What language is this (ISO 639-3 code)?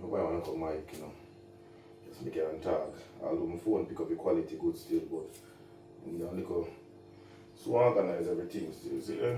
jam